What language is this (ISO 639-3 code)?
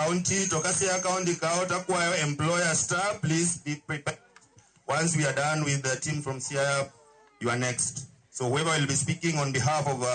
luo